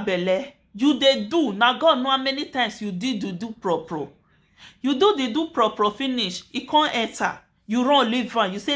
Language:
Nigerian Pidgin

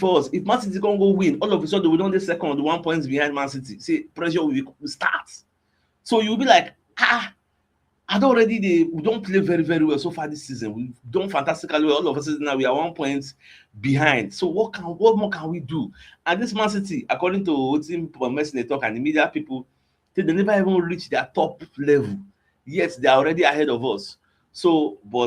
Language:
Nigerian Pidgin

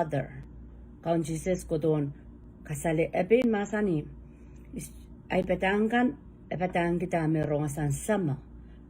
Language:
Pohnpeian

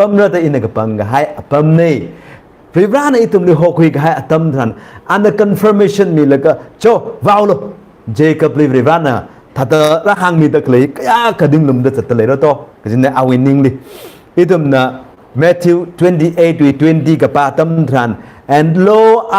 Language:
Tangkhul Naga (India)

